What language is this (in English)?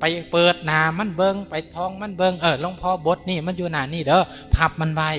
Northeastern Thai